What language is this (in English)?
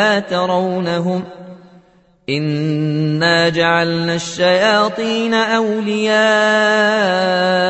Arabic